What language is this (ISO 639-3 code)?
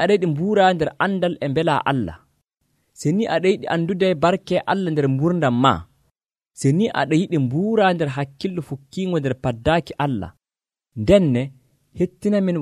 fuv